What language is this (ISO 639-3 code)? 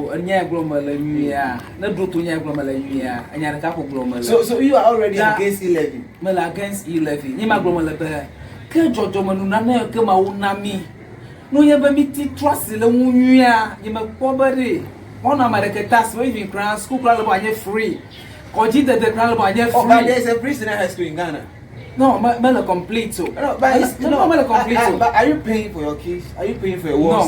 ewe